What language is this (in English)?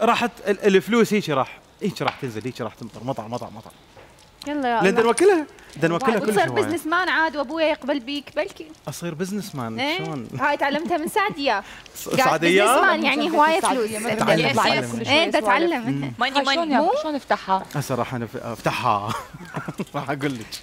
Mesopotamian Arabic